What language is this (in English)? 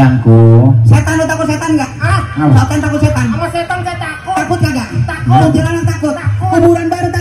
Betawi